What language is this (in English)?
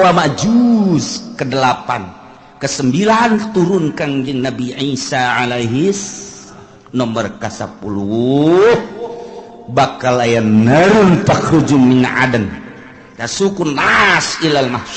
Sundanese